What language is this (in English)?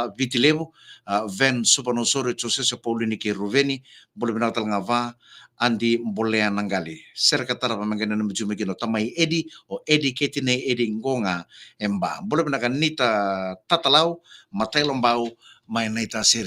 Fijian